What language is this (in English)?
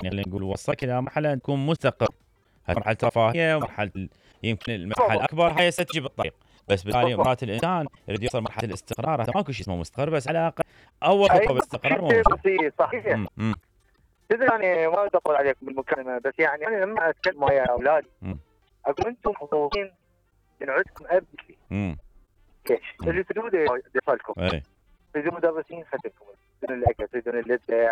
Mesopotamian Arabic